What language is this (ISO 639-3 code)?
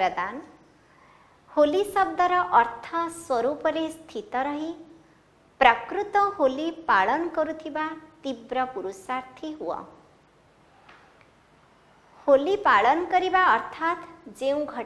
ori